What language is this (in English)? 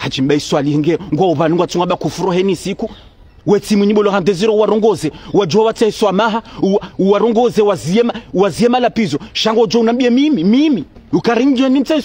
Ngazidja Comorian